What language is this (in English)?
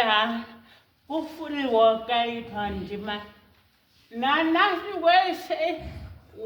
Shona